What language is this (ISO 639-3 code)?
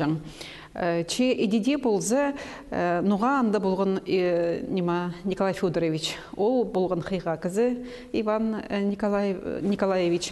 kjh